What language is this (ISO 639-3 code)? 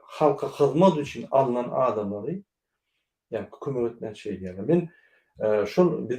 tuk